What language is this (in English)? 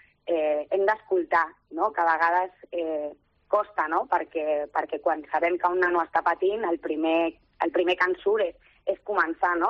Catalan